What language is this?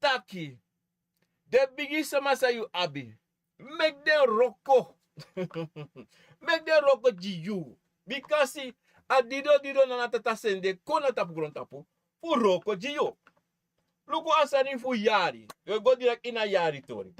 Sranan Tongo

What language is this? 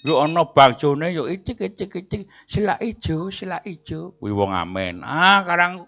Javanese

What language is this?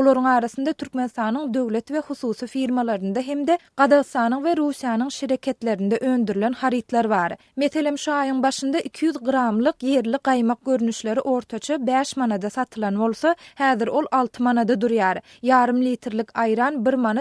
Turkmen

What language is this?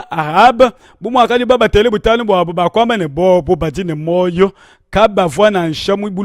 Luba-Lulua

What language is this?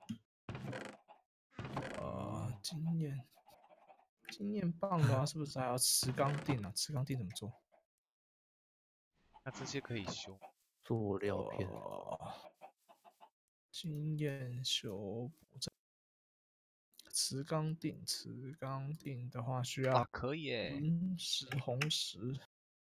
Chinese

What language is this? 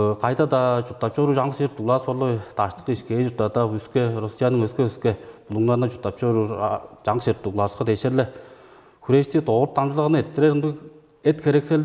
Tuvinian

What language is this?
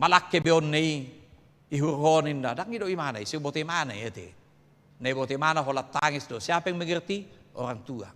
Batak Toba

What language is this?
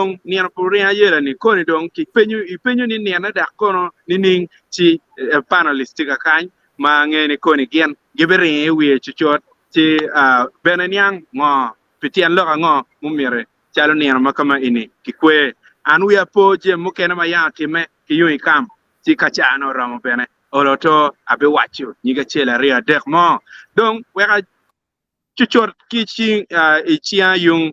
Acoli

